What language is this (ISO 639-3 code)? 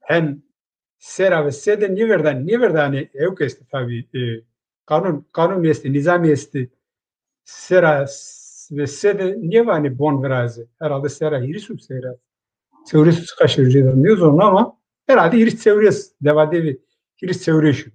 zza